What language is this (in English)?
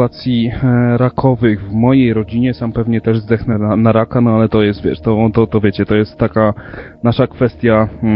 Polish